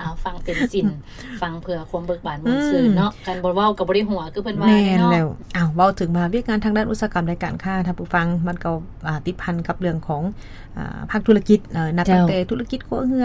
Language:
Lao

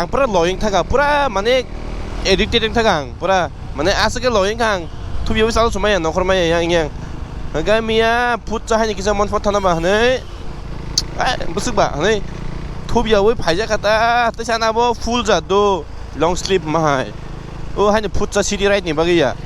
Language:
Kok Borok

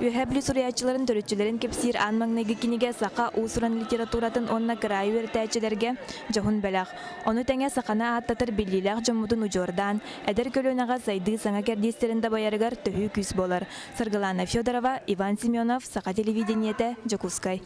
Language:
Yakut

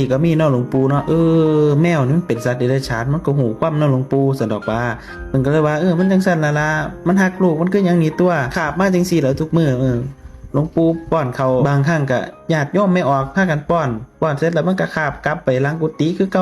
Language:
Northeastern Thai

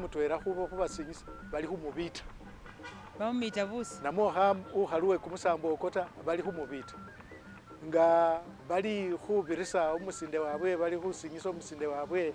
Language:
Masaaba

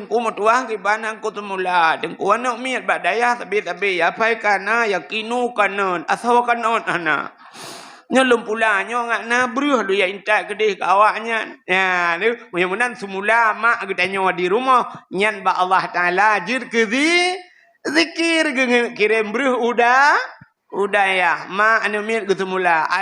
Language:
Achinese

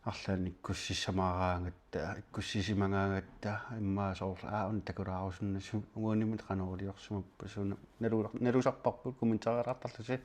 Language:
Kalaallisut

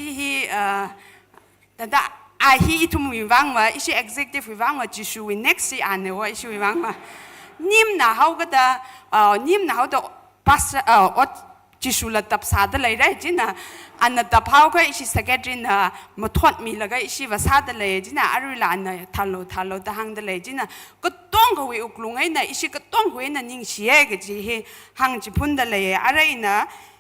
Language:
Tangkhul Naga (India)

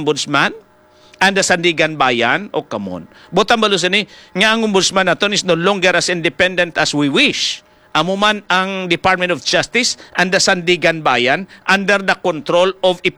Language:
Hiligaynon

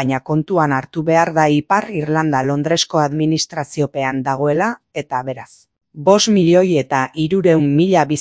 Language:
Basque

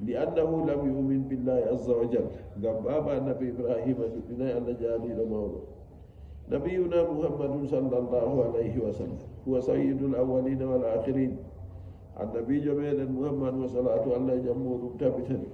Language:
Nigerian Fulfulde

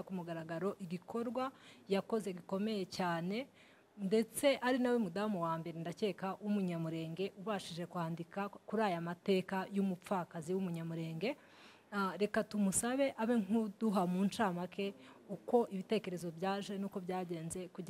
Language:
Kinyarwanda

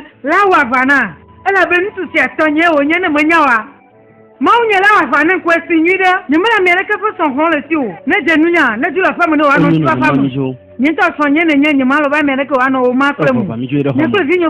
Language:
Ewe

